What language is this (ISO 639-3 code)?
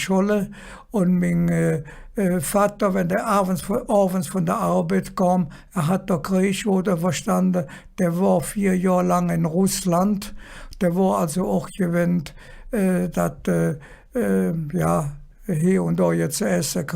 ksh